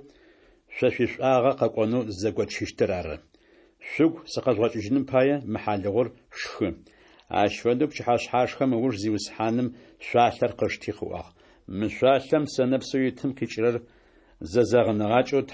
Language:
Adyghe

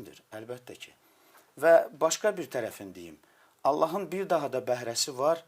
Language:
Azerbaijani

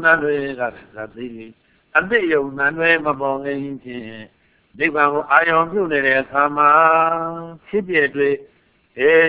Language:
Burmese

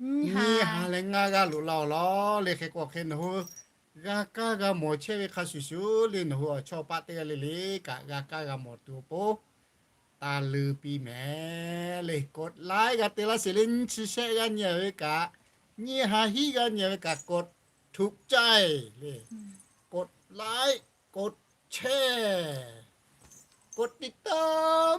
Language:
Lahu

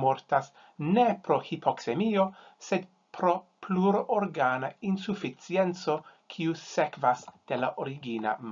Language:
Esperanto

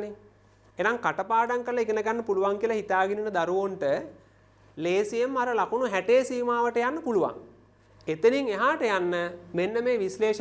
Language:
Sinhala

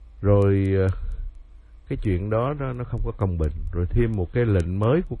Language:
Vietnamese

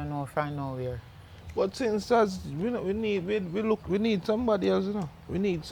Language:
Jamaican Creole English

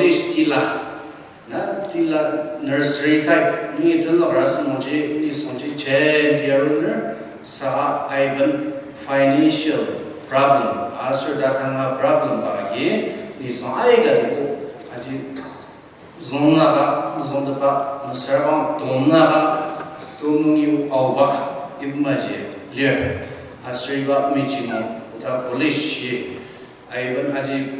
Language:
Ao Naga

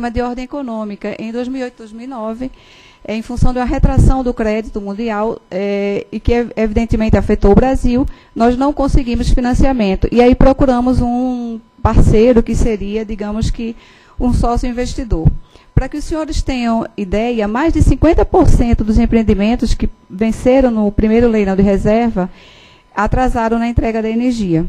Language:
Portuguese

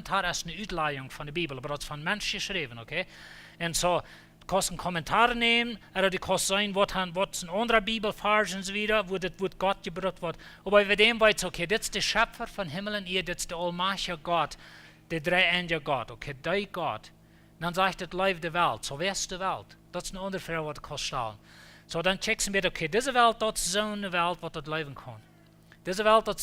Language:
Plautdietsch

